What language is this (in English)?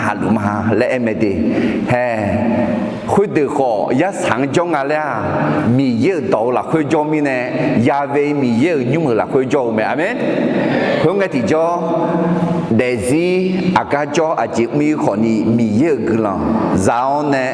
Akha